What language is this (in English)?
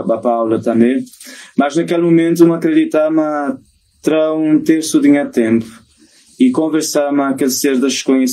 Kabuverdianu